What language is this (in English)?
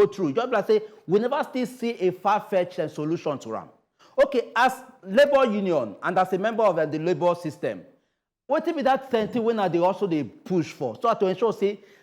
Nigerian Pidgin